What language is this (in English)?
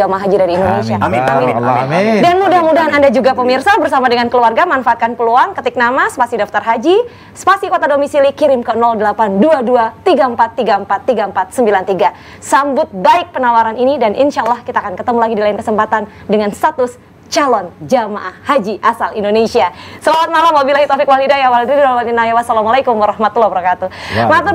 Indonesian